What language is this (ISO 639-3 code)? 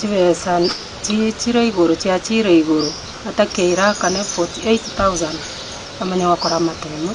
guz